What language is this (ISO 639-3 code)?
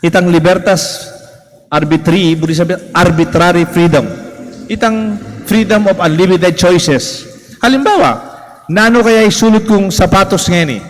pam